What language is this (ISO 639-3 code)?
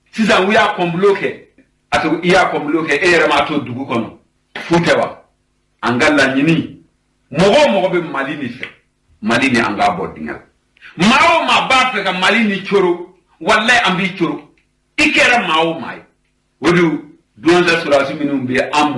bam